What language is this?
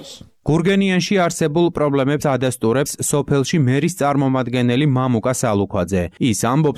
Georgian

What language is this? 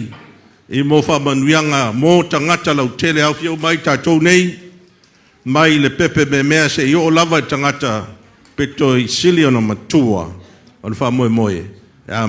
Samoan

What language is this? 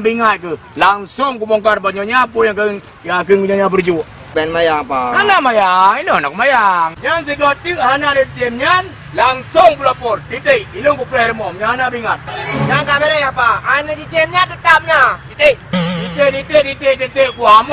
Achinese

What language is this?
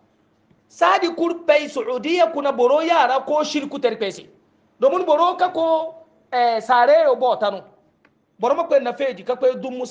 Hausa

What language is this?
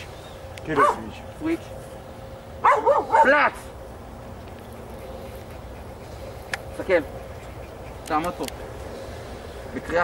Hebrew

